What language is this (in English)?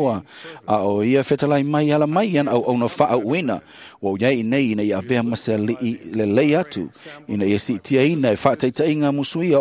Samoan